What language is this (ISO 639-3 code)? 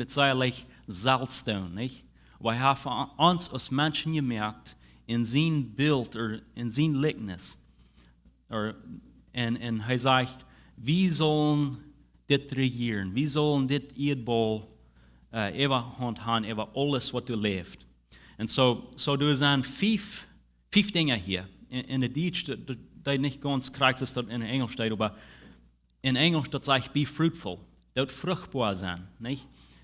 pdt